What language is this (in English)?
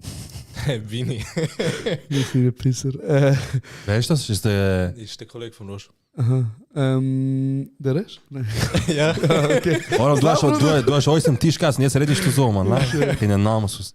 Swiss German